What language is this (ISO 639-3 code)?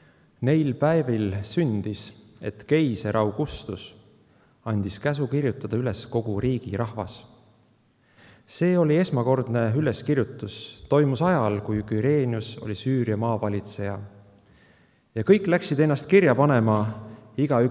est